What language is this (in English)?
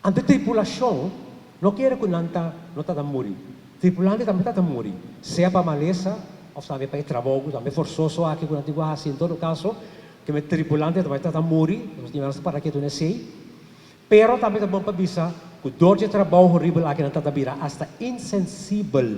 Papiamento